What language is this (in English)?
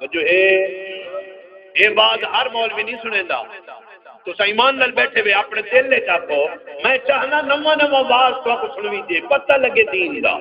Saraiki